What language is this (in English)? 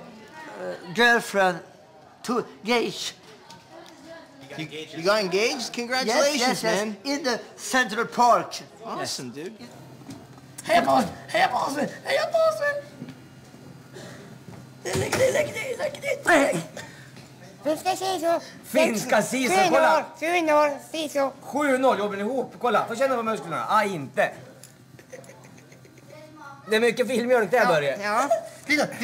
Swedish